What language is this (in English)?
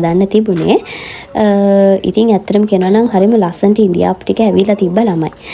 Sinhala